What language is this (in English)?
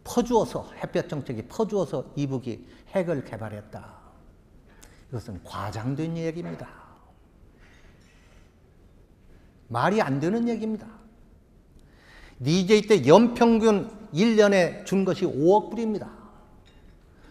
Korean